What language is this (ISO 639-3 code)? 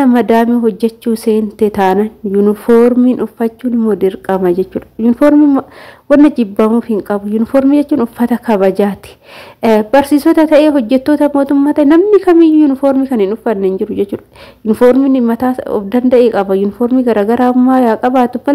orm